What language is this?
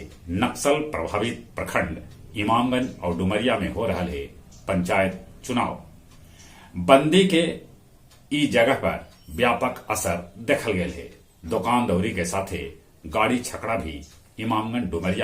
Magahi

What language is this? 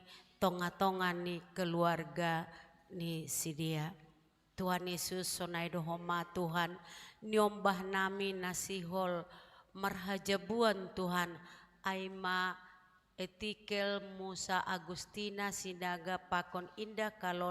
Batak Simalungun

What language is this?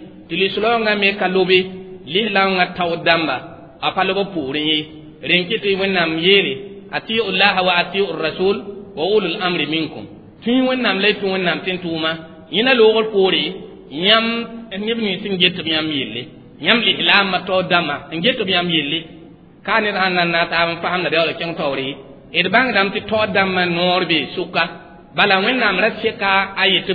Mossi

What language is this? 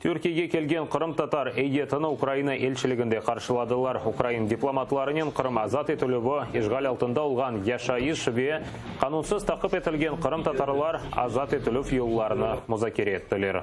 Crimean Tatar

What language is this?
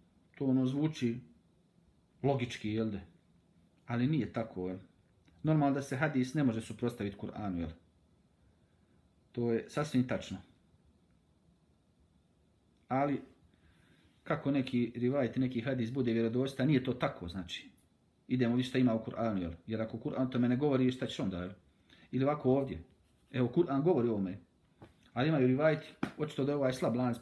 Bosnian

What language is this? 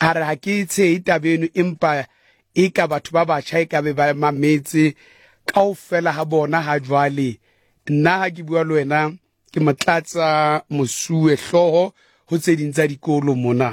Southern Sotho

